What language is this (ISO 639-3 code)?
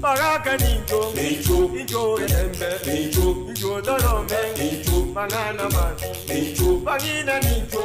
guz